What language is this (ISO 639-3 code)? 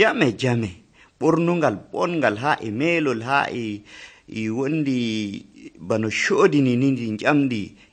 fuv